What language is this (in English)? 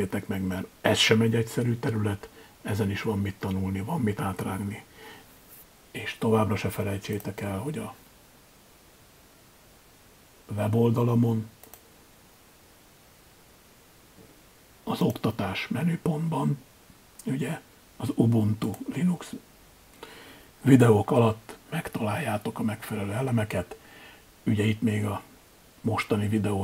Hungarian